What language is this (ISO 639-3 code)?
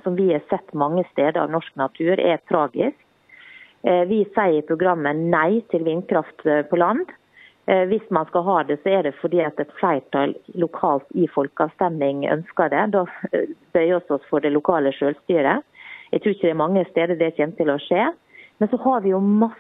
nor